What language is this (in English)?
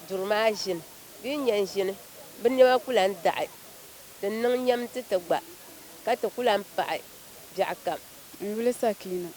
Dagbani